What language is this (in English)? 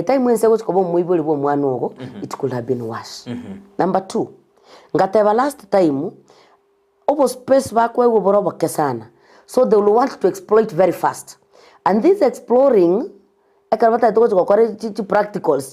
Gusii